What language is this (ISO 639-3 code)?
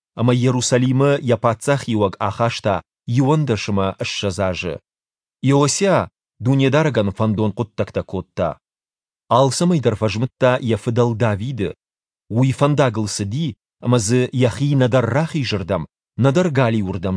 oss